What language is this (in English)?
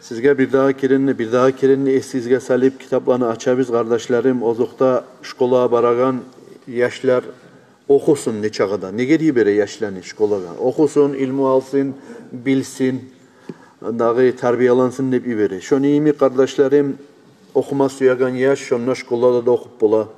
Kumyk